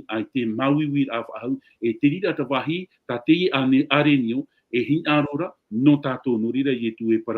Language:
Tahitian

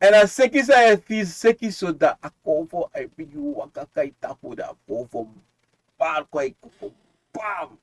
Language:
Sranan Tongo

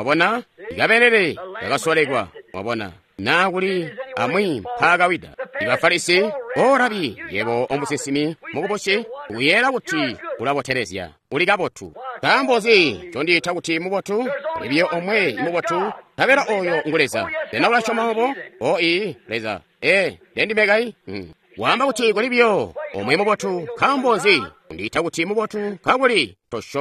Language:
Tonga (Zambia)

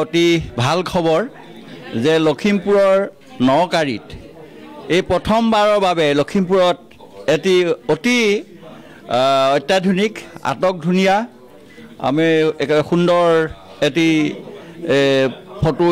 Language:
Assamese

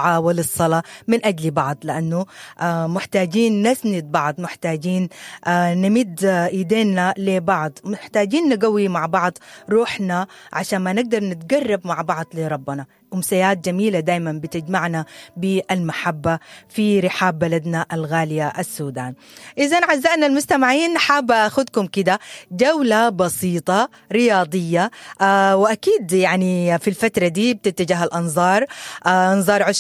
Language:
Sudanese Arabic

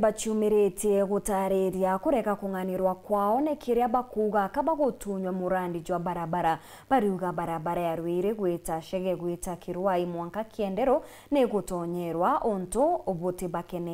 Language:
Meru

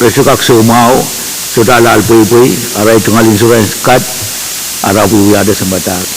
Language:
Pohnpeian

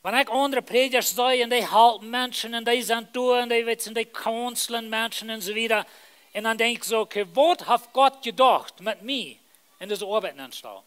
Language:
Plautdietsch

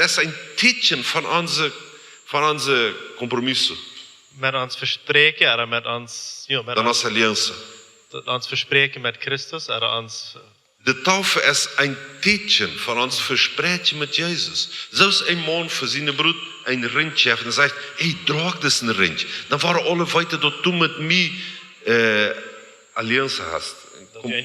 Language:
Plautdietsch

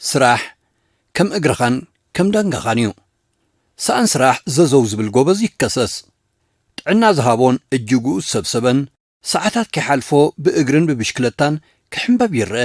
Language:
Tigrinya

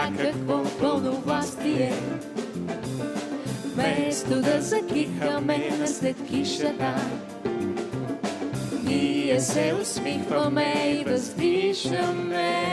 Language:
Bulgarian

